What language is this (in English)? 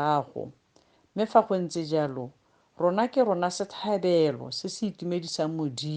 Tswana